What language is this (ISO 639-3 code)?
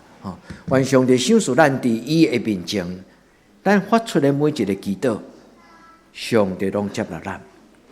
nan